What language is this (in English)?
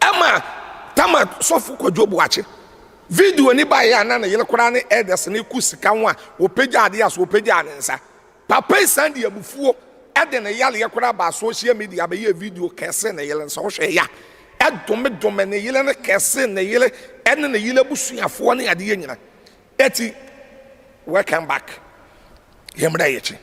Akan